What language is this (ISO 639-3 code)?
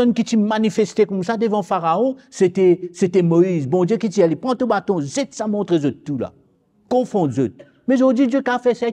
mfe